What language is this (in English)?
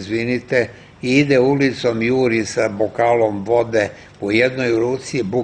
Serbian